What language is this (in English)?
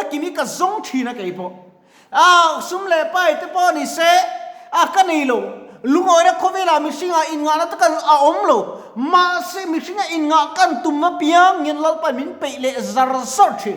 Mizo